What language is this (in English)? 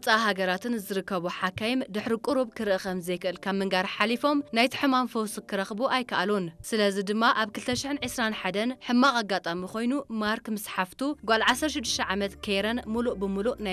Tigrinya